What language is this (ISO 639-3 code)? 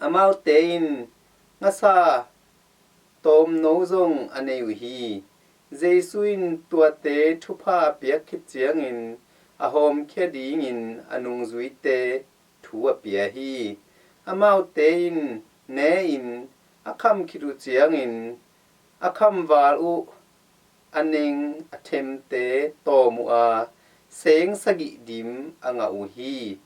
ctd